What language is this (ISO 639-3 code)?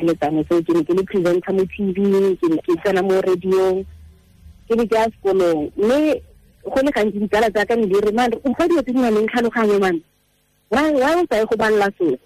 tsn